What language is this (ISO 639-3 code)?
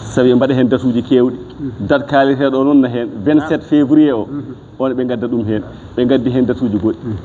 ful